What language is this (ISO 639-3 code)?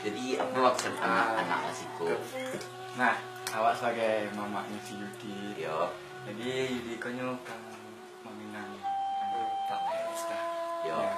min